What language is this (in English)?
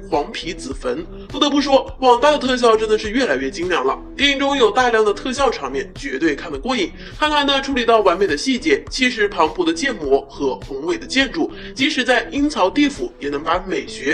Chinese